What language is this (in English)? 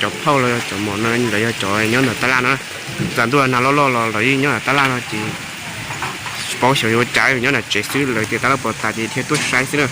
Hmong